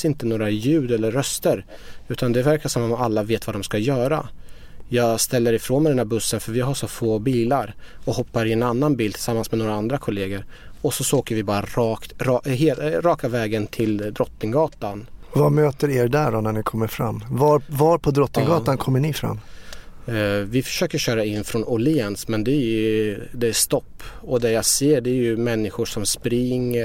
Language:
Swedish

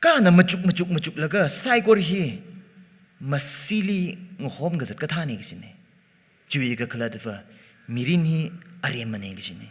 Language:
Tangkhul Naga (India)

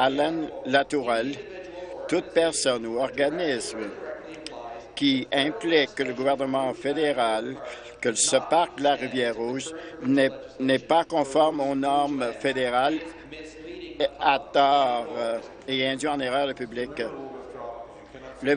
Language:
French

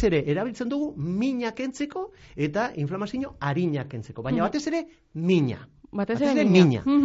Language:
Basque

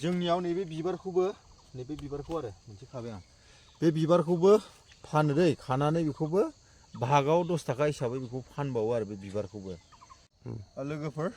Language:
Bodo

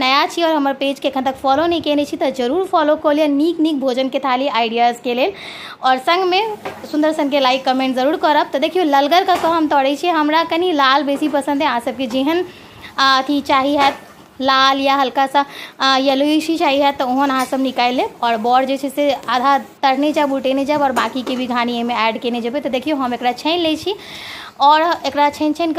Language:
Maithili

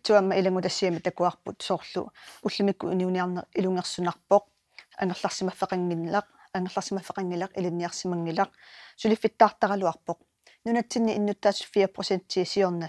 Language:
Kalaallisut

